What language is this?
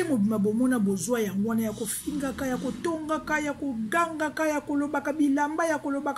Lingala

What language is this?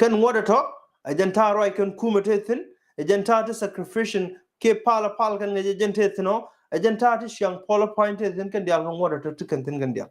Nuer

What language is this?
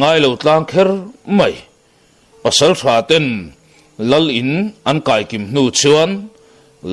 Mizo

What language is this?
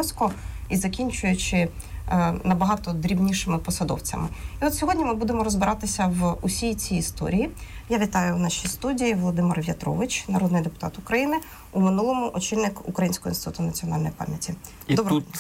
Ukrainian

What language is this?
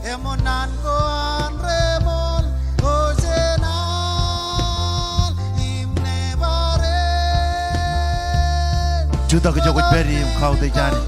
Marshallese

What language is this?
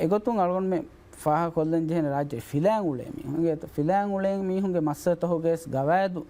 Divehi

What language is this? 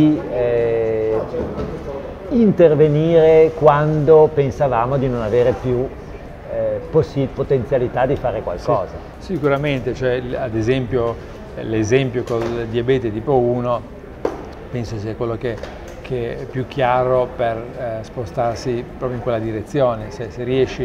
Italian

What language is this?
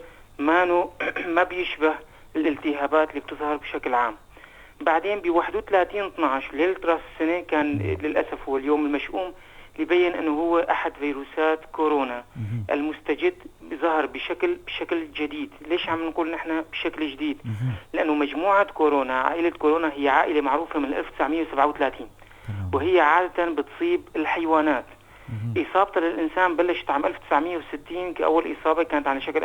North Levantine Arabic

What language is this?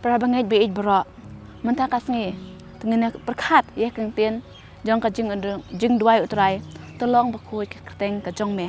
Khasi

